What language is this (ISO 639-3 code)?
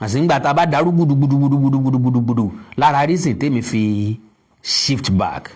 yor